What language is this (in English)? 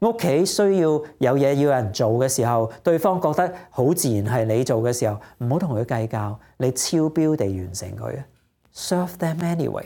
Cantonese